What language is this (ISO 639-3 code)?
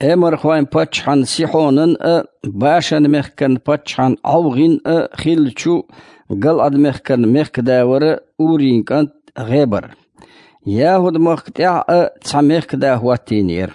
che